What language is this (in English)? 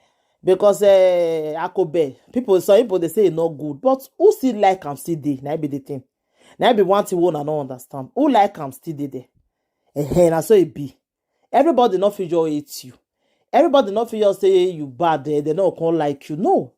Nigerian Pidgin